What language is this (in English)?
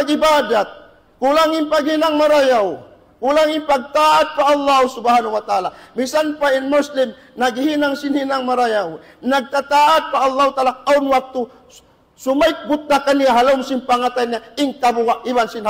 Tausug